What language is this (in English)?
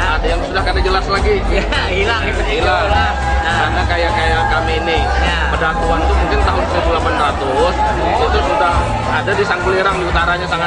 Banjar